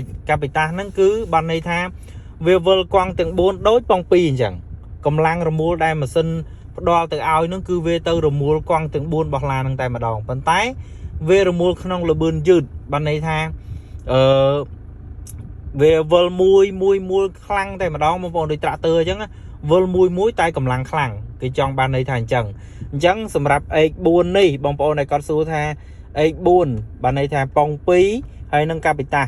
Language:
Khmer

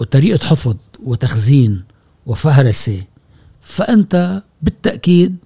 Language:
Gulf Arabic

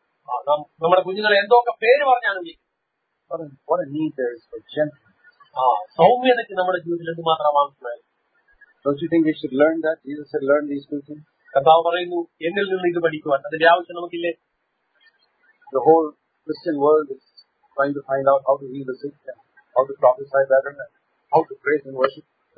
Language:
Malayalam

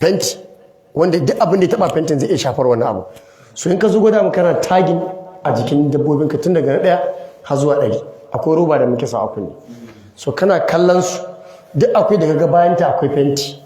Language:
Hausa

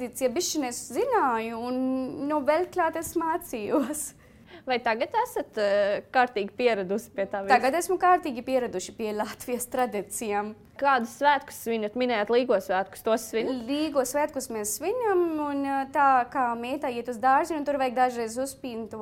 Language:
Latvian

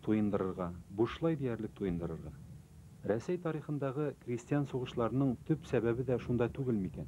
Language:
Tatar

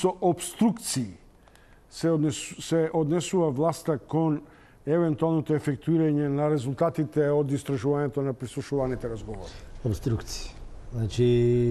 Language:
Macedonian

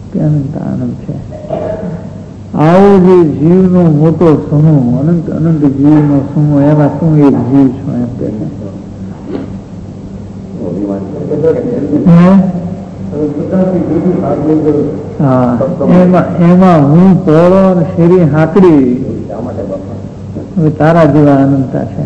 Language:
Gujarati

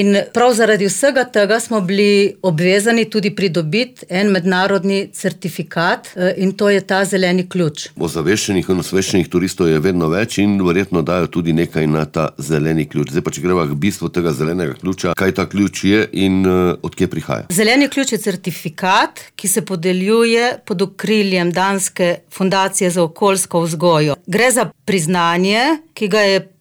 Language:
Slovenian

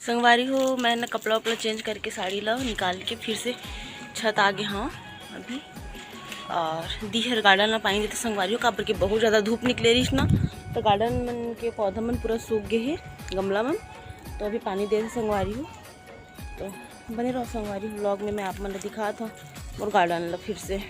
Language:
Chhattisgarhi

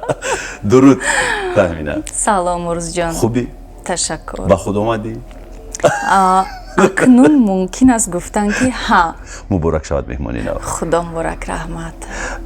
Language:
Tajik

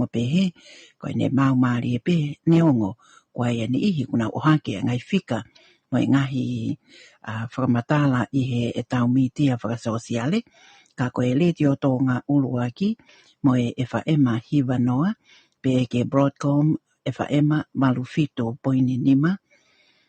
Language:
Tongan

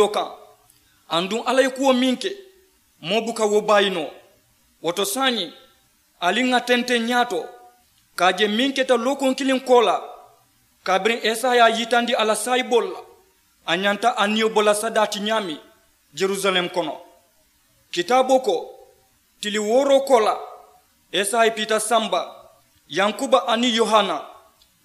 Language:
Mandingo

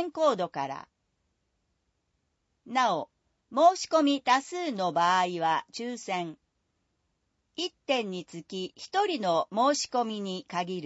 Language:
Japanese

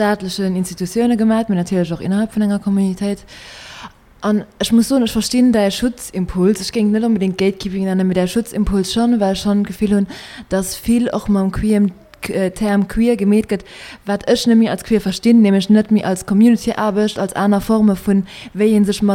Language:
Luxembourgish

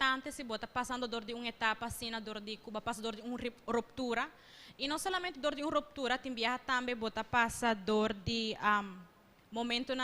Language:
Papiamento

